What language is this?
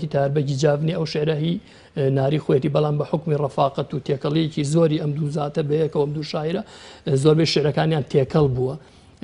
Central Kurdish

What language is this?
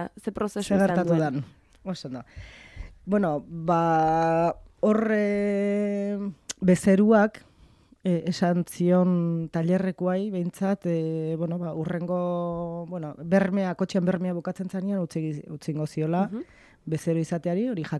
Basque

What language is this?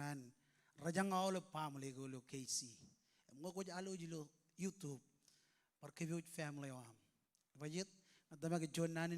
Marshallese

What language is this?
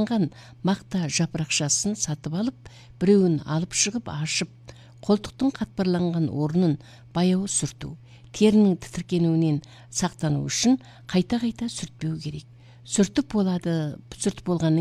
Kazakh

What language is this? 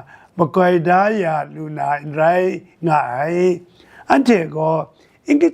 Kachin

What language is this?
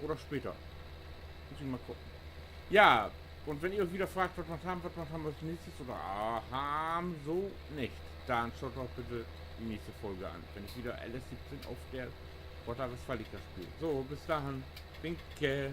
Low German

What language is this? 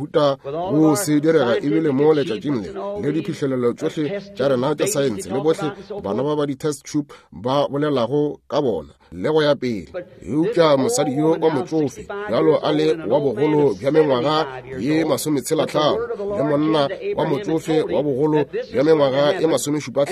Northern Sotho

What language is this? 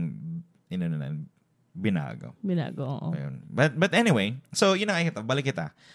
Bikol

